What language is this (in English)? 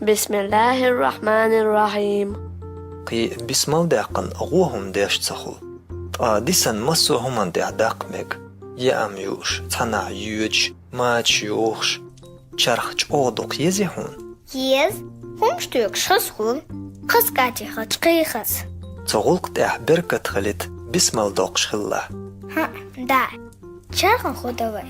Chechen